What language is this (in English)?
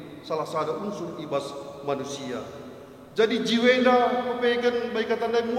Batak Karo